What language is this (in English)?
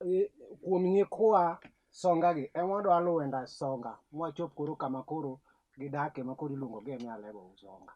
Luo (Kenya and Tanzania)